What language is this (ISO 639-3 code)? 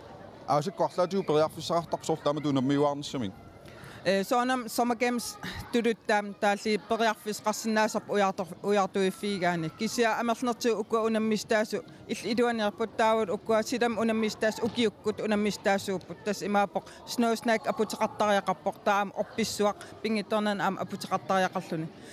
kal